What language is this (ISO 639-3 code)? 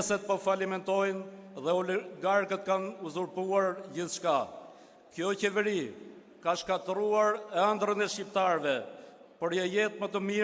sqi